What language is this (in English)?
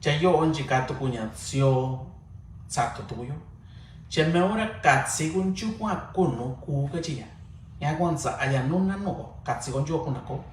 Mixtepec Mixtec